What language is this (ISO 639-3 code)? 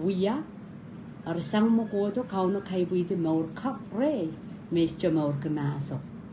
pon